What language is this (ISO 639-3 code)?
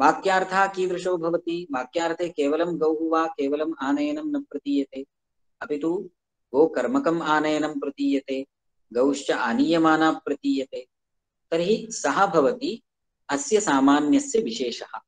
san